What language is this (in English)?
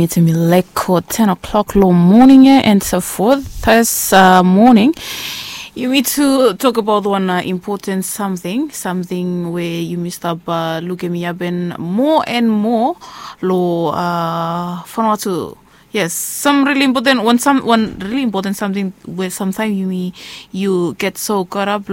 Bislama